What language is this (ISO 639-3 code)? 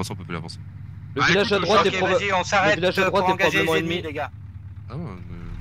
fra